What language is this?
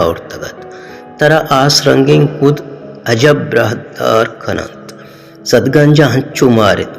Baluchi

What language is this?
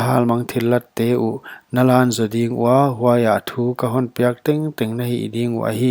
Paite Chin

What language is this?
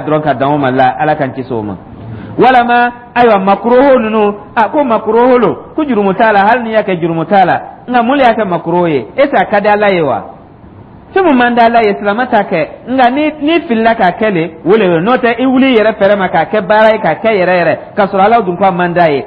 Dyula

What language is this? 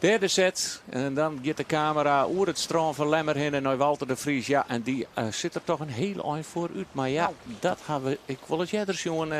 Western Frisian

